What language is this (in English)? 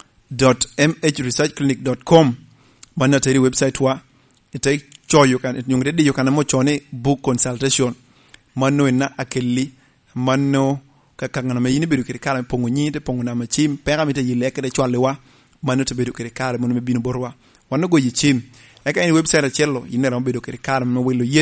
Lango (Uganda)